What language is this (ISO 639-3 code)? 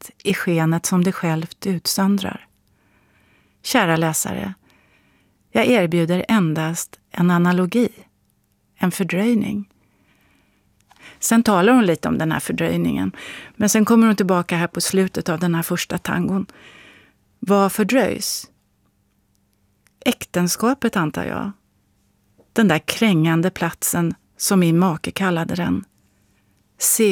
swe